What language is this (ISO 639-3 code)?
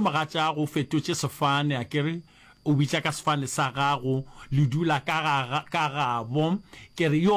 nso